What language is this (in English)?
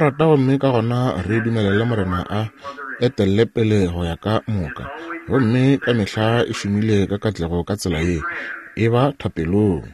Northern Sotho